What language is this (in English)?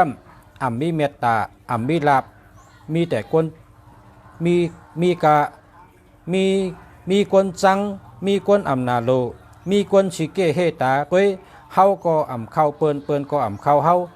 Shan